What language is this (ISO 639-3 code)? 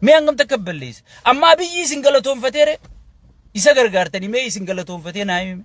orm